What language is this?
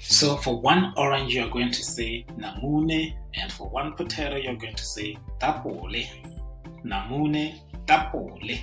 Tswana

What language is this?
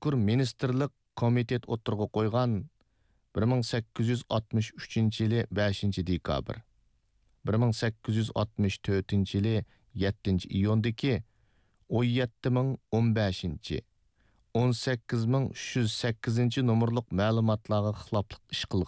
Uyghur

